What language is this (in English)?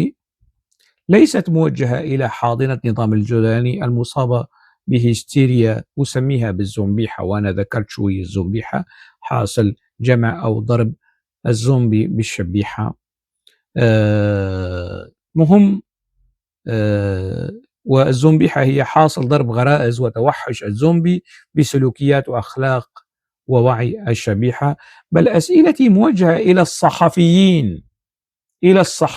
North Levantine Arabic